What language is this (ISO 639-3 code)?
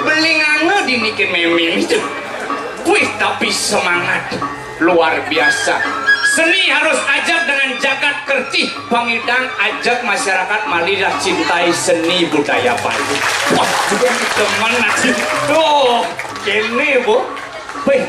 ban